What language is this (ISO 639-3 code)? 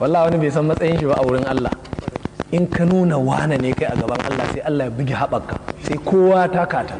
hau